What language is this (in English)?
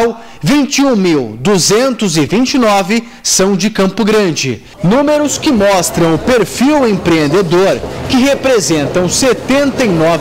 Portuguese